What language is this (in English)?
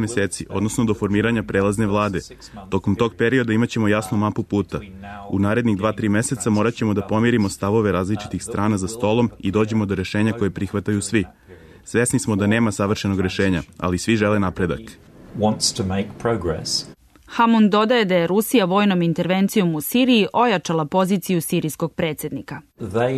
Serbian